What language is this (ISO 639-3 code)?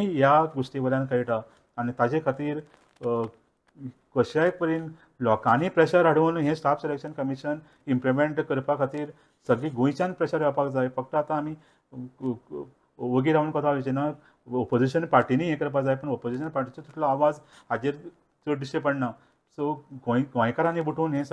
kok